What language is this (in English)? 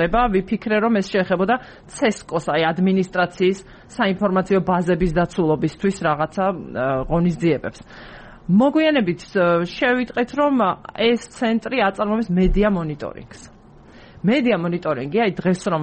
Georgian